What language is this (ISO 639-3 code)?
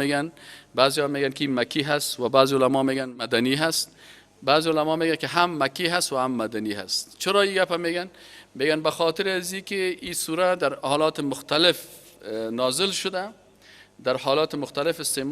fas